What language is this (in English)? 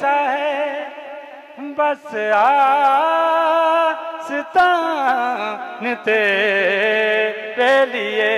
Saraiki